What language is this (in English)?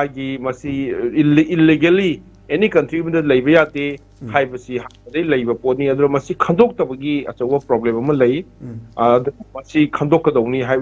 Manipuri